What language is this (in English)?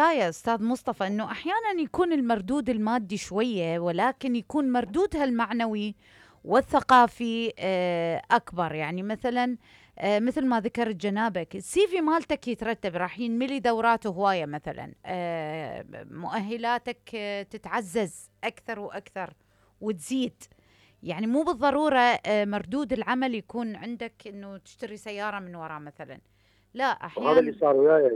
Mesopotamian Arabic